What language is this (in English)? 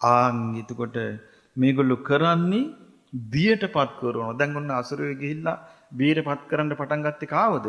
Sinhala